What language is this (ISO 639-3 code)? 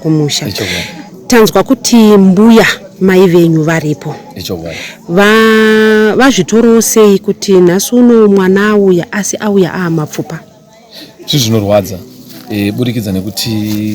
sna